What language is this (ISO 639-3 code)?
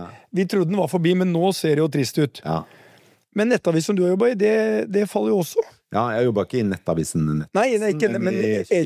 nor